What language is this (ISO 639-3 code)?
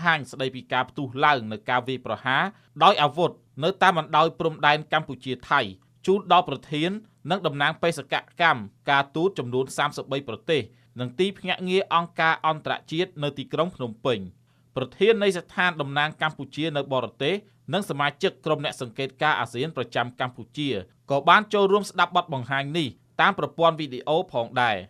khm